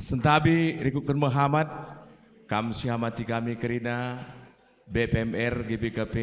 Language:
Batak Karo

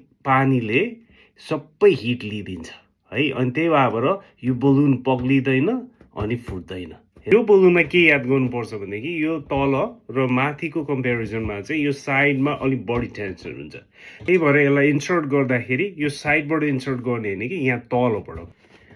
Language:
Nepali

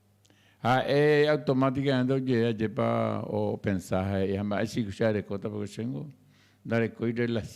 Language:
Guarani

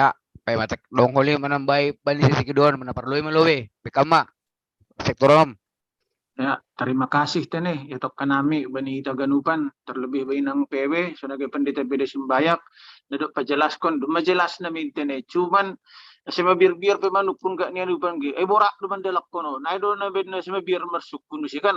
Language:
Batak Simalungun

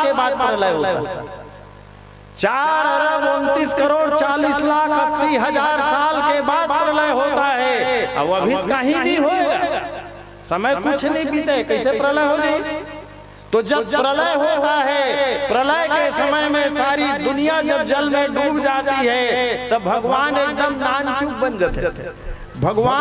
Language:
Chhattisgarhi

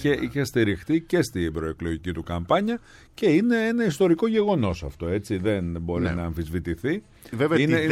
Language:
Greek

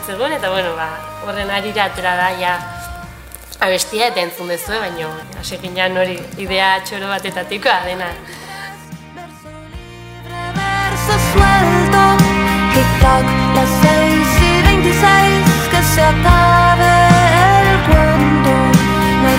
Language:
Basque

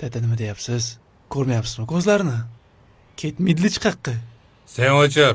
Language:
Uzbek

